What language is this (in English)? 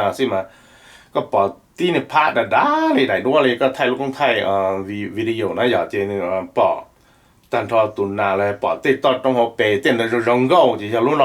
Hmong